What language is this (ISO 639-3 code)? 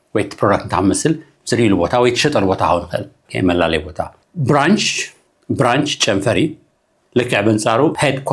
tir